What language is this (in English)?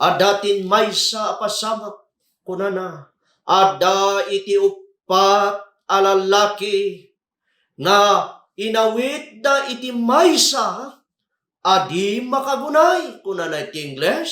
Iloko